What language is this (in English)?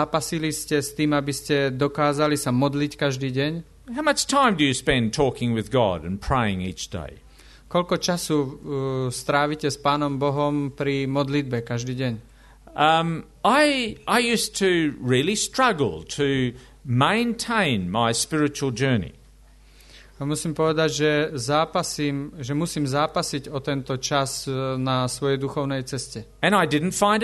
Slovak